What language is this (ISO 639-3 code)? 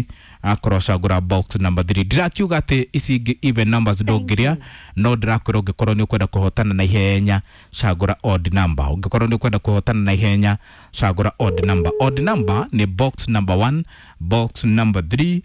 kik